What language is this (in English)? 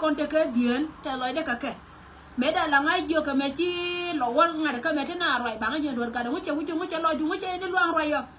Nuer